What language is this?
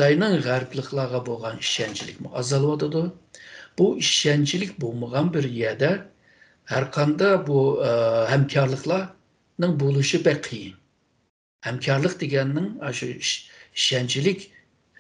Uyghur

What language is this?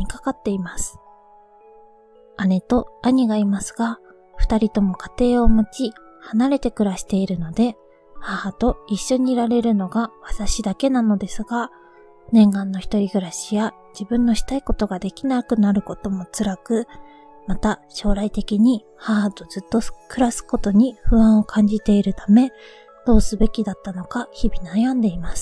Japanese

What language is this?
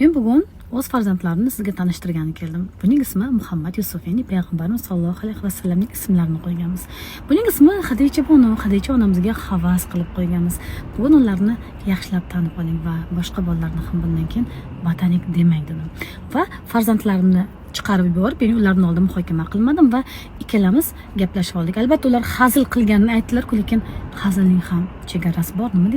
Uzbek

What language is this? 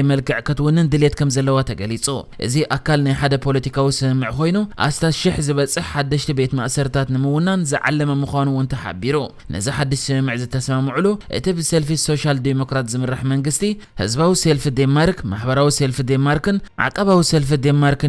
Tigrinya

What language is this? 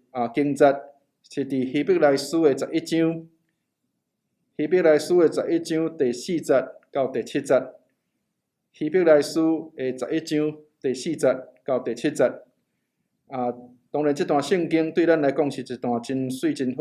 Min Nan Chinese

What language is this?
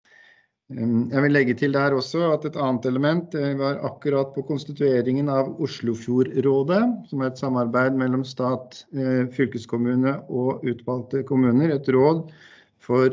Norwegian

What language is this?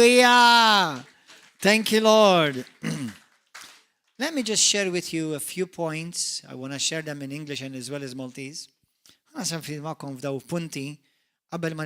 Maltese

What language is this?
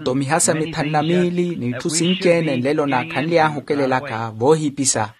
Makhuwa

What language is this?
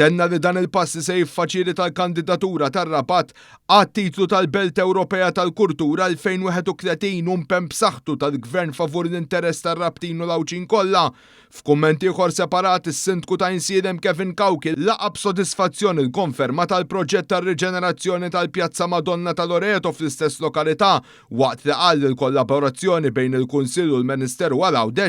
Maltese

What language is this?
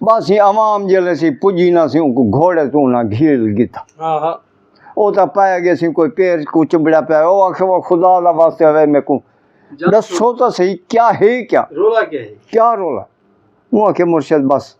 Saraiki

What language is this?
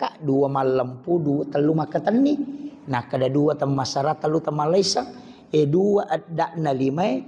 Buginese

